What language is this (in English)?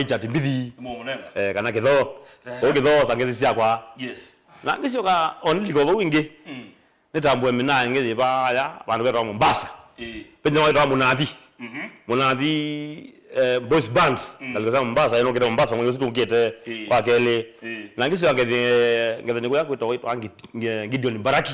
Kamba